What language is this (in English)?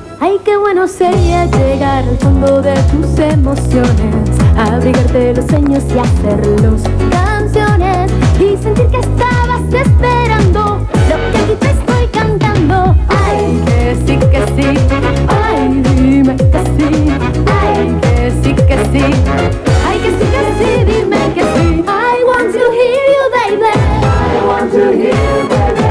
Spanish